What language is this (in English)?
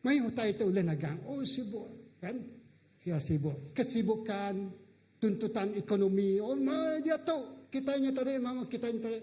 Iban